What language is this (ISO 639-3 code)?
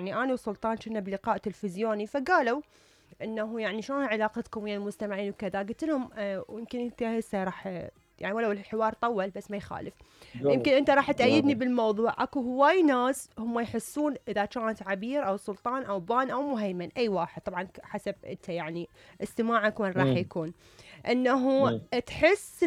acm